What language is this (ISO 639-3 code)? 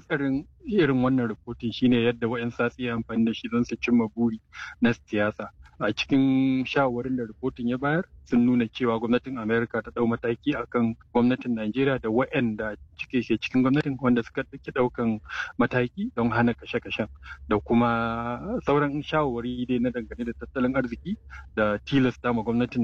hau